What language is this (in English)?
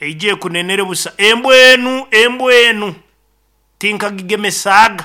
Nyankole